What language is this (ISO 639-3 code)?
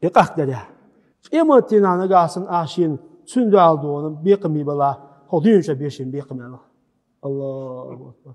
che